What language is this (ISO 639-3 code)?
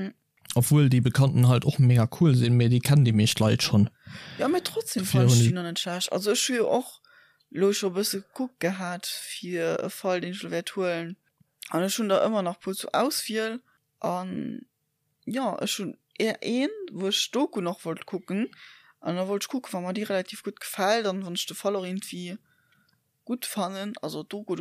ltz